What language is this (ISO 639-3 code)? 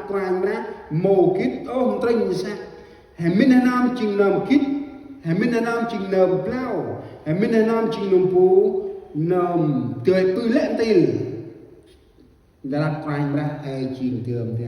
cmo